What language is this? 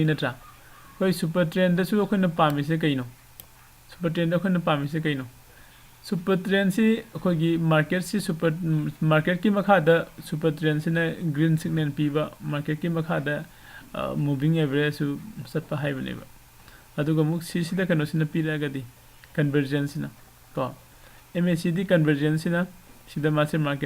Manipuri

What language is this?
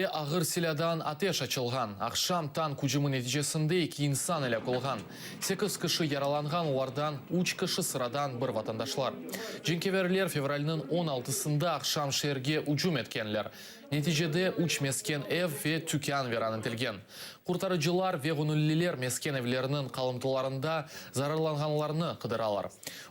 Crimean Tatar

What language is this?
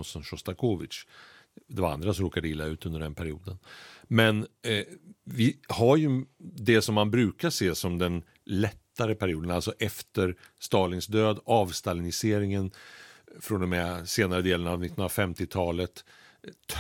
Swedish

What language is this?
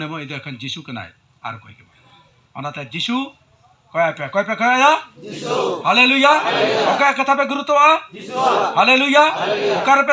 Santali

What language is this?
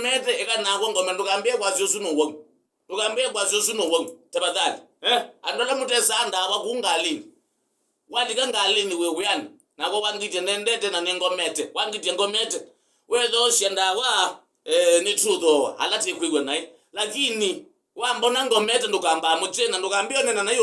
Kamba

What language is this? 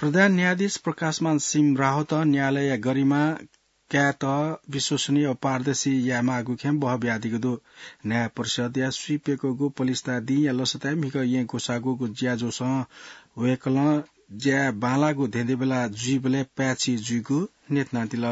Newari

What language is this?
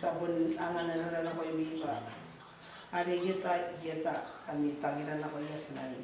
Gilbertese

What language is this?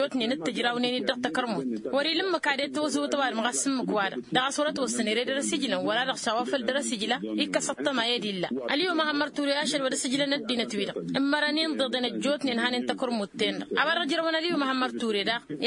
Tamasheq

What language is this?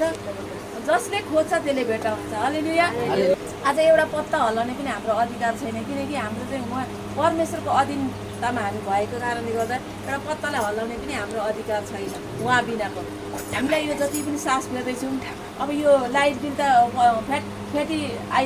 Nepali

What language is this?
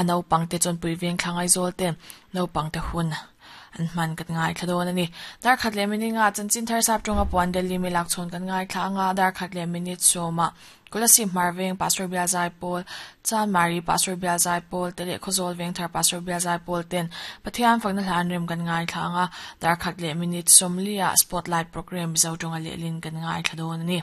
Mizo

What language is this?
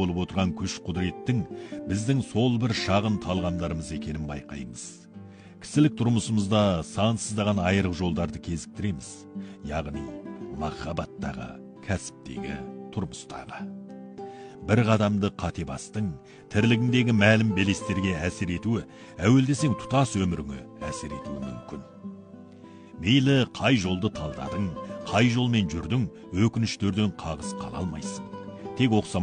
Kazakh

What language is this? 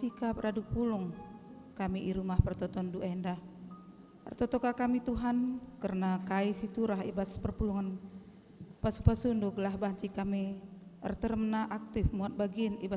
Batak Karo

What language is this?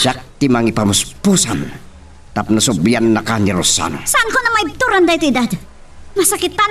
Iloko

